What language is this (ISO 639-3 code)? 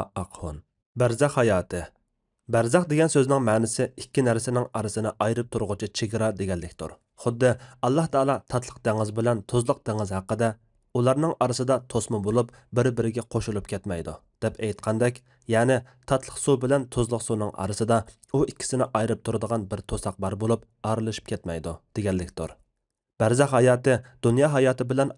uig